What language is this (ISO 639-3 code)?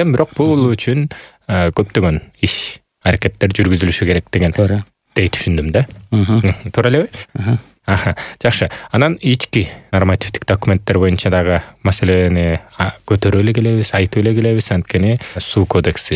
kir